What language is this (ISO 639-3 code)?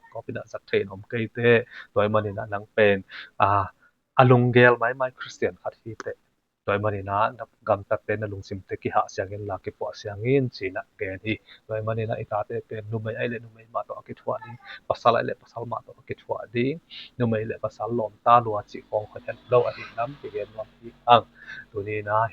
ctd